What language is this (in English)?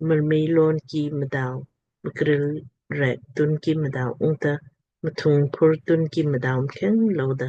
Lamkang